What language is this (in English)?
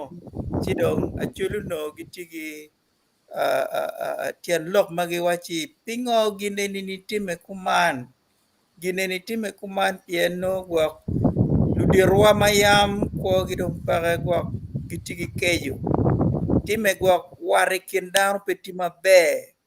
Acoli